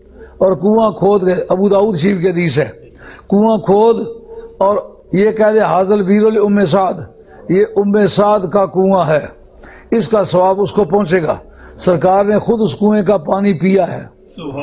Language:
Urdu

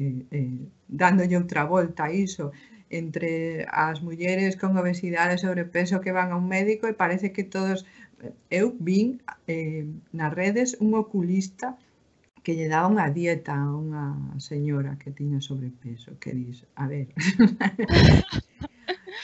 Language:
Galician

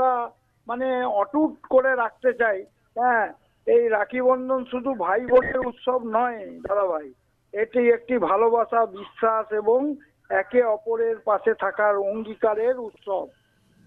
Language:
Bangla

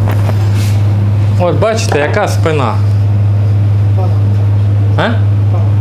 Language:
Ukrainian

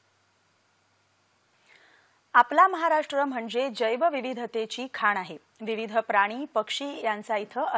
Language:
Marathi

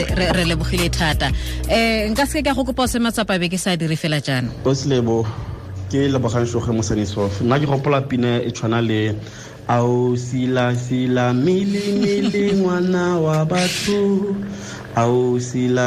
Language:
Tswana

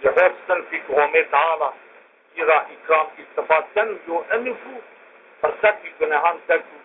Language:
Zaza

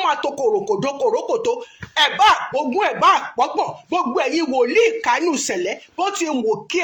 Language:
Yoruba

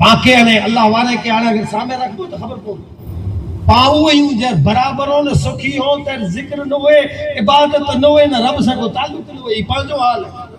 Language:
Kachhi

